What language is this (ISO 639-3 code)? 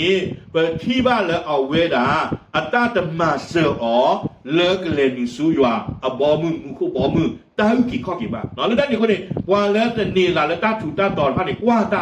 ksw